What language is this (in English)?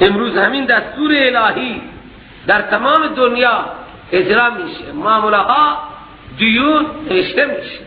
Persian